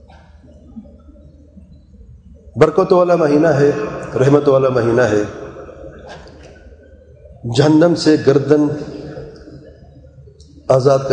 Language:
Urdu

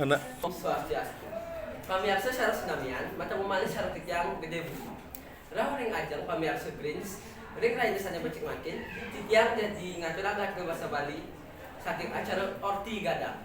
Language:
Balinese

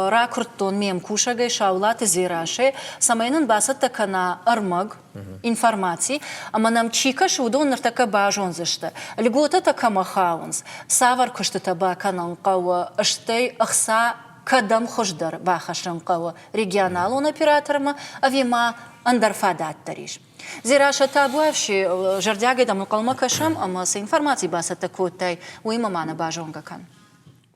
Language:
Ossetic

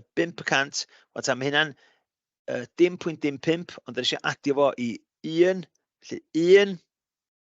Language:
Welsh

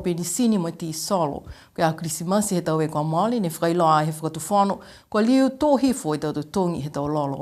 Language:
Niuean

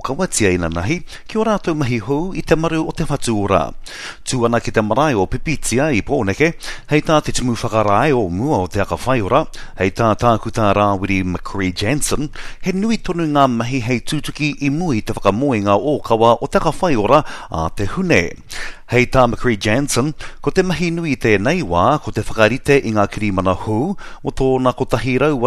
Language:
Māori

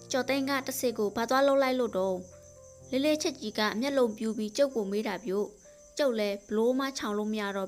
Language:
Burmese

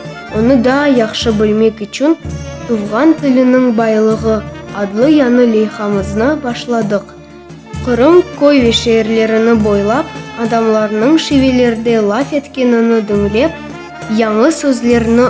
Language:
Crimean Tatar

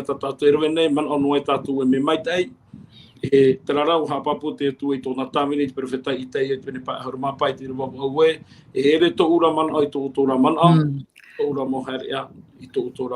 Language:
Tahitian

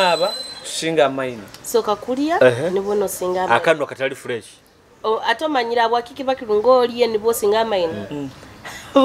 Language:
Nyoro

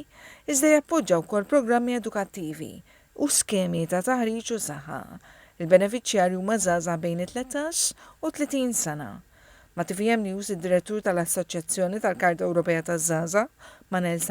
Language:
Maltese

